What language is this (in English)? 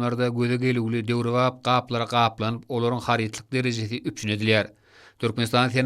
Turkmen